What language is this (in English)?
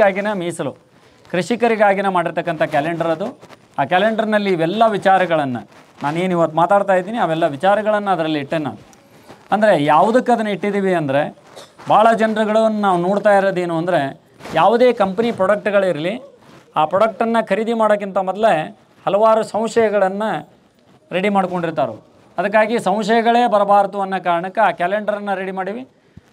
Kannada